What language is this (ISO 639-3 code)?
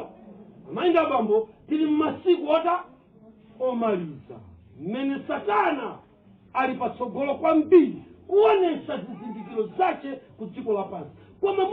nya